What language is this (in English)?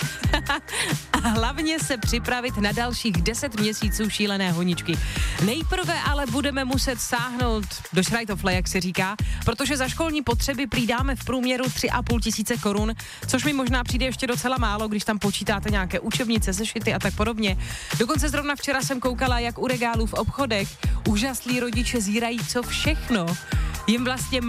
Czech